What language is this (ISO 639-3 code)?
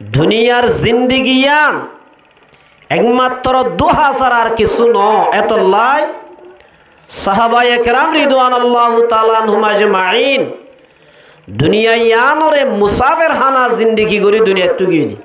rhg